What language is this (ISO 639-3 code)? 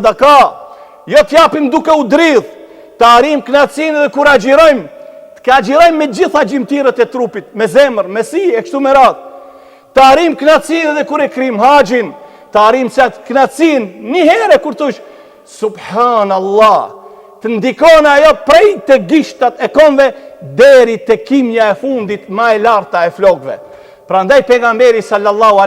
sqi